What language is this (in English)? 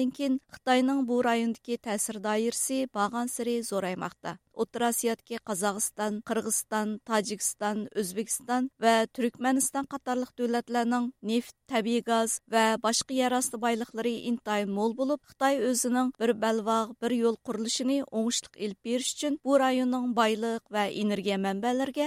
Uyghur